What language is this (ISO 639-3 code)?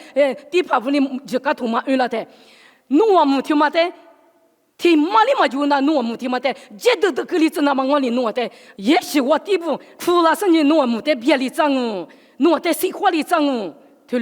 lis